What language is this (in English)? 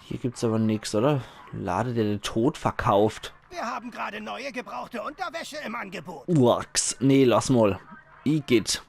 Palatine German